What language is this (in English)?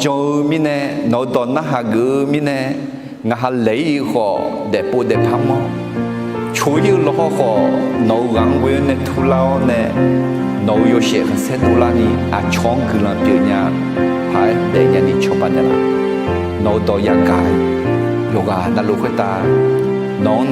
Akha